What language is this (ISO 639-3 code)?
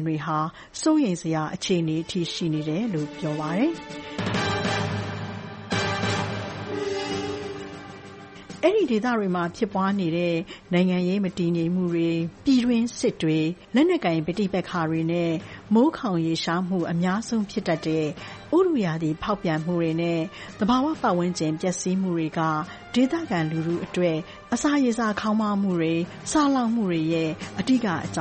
mya